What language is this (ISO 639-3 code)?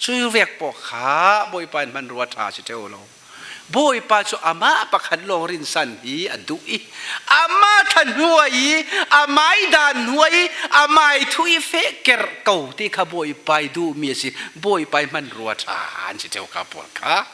cfm